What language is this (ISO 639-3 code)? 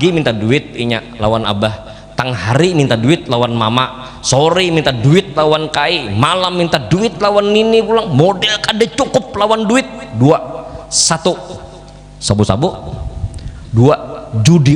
bjn